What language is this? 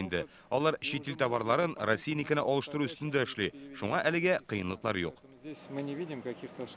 Tatar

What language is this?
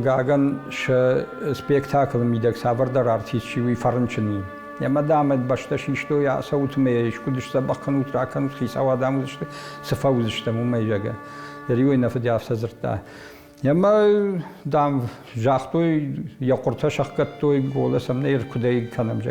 Ossetic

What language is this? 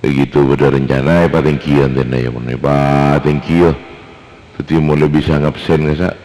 Madurese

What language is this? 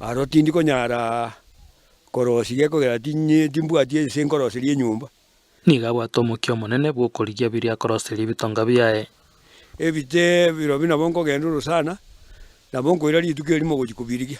Gusii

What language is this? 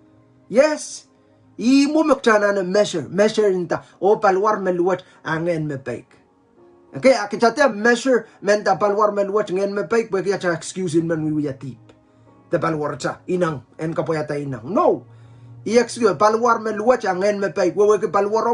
Pohnpeian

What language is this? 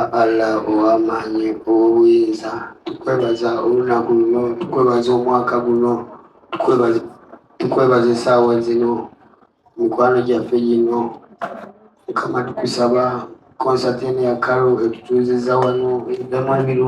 Ganda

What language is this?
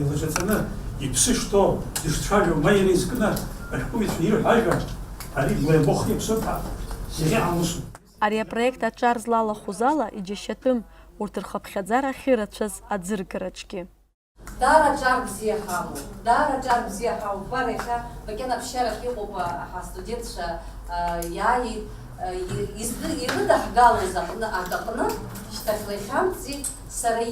Abkhazian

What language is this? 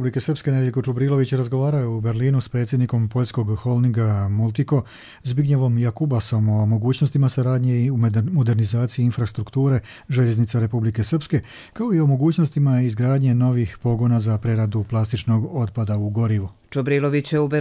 Croatian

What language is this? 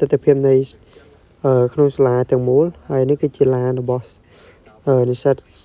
Khmer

